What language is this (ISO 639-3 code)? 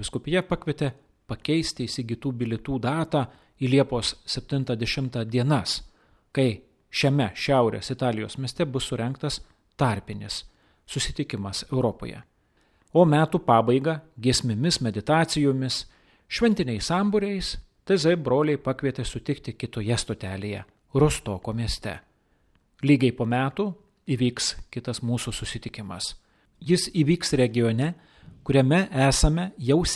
lit